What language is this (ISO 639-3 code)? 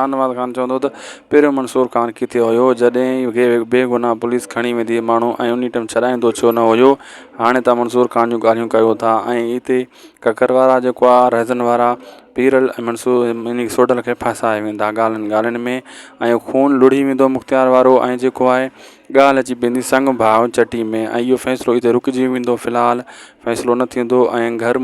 snd